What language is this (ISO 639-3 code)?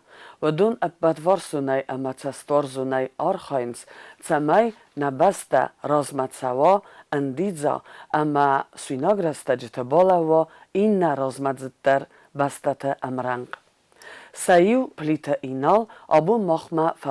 oss